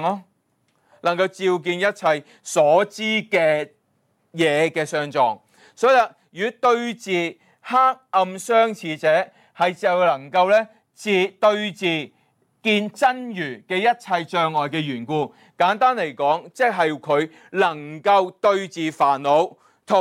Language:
Cantonese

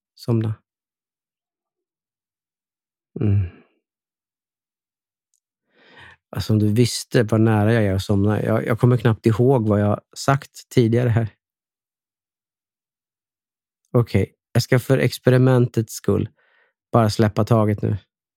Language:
Swedish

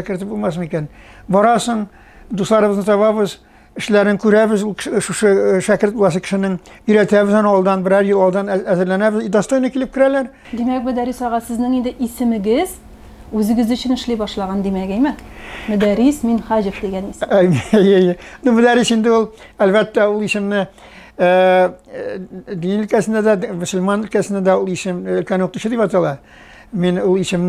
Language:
Tatar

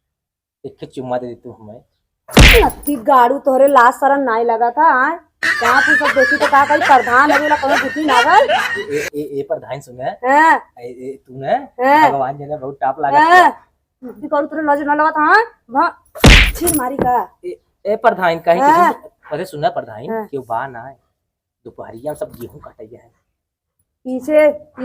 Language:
Awadhi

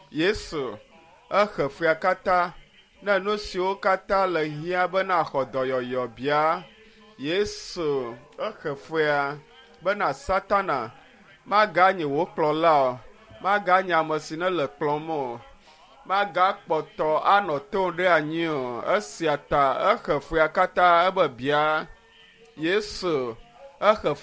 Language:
Ewe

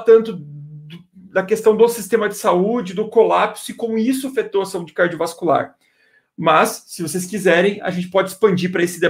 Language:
Portuguese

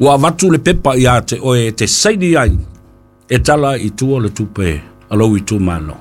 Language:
Samoan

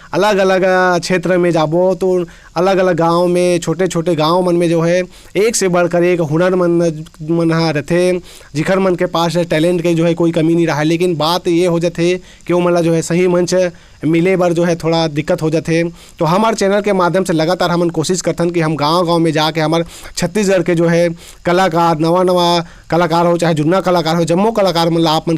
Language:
Chhattisgarhi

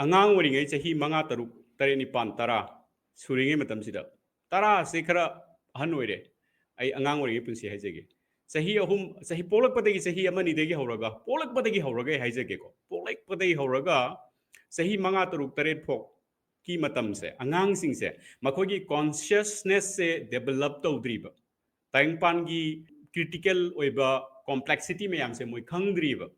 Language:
Manipuri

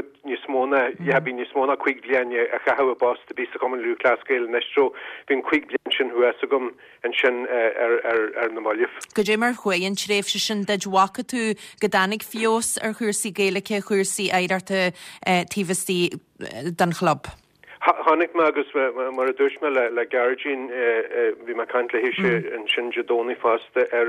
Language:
Irish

